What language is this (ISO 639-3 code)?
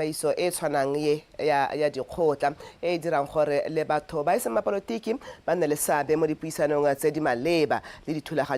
tsn